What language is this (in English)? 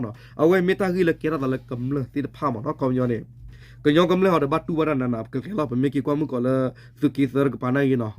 S'gaw Karen